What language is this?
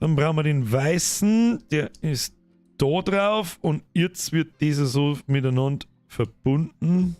Bavarian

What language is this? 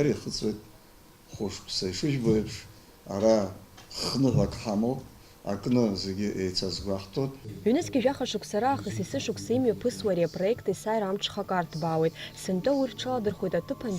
Abkhazian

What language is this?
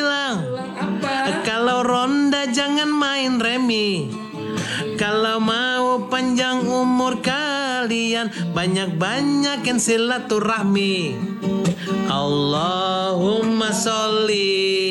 Indonesian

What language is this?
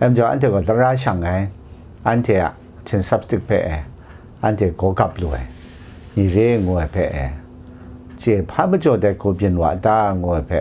Kachin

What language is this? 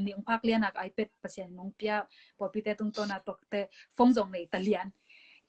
Tedim Chin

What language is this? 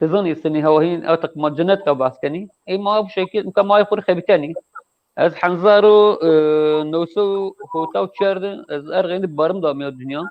Zaza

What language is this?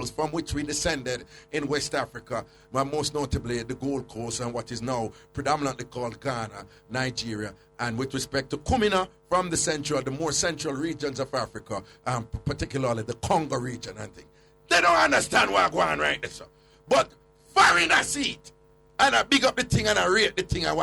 Jamaican Creole English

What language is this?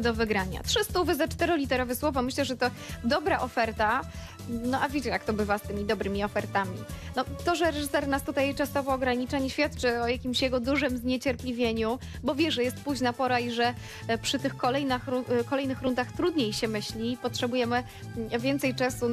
Polish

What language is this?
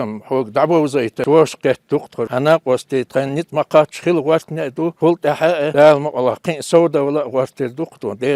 Chechen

